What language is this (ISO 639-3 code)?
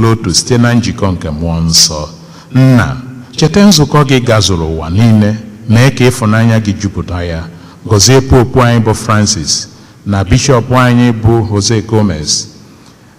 ibo